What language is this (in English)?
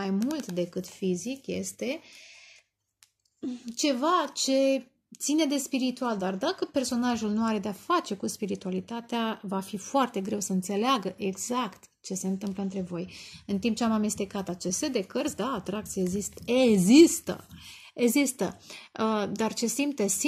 Romanian